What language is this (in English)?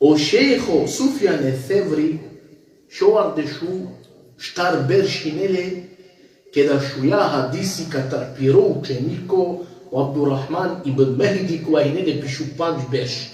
Balkan Romani